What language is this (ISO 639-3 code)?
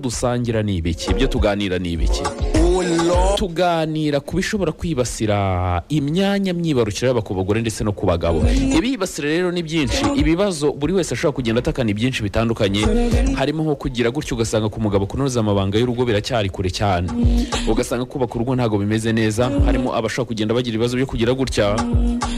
kin